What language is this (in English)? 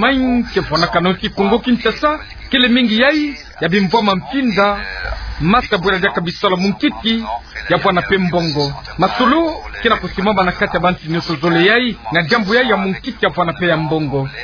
Kituba (Democratic Republic of Congo)